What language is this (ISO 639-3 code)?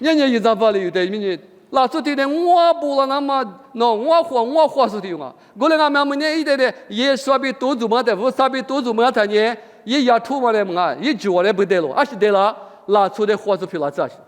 lis